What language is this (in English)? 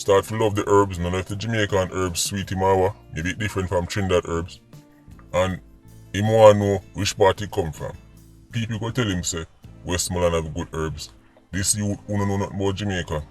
Jamaican Creole English